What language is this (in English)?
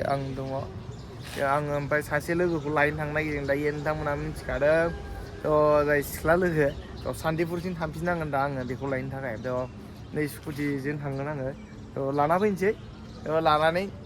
Bodo